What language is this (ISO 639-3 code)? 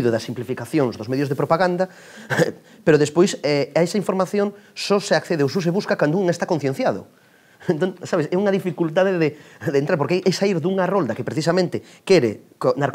glg